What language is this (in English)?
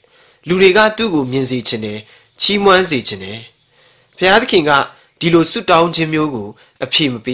Burmese